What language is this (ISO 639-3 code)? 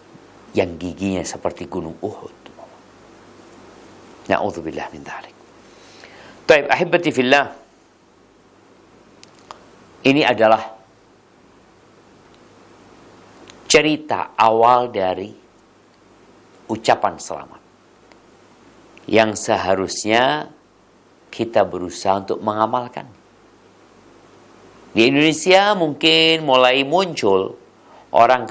ind